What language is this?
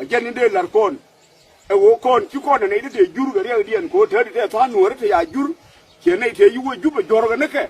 Nuer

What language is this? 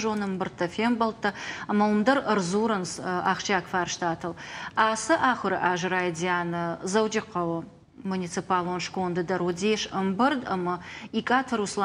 Ossetic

